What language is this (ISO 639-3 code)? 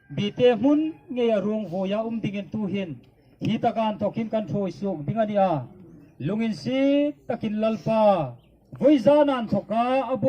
hmr